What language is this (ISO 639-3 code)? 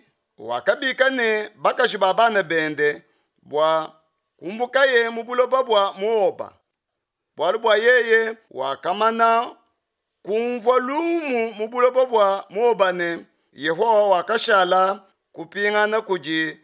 lua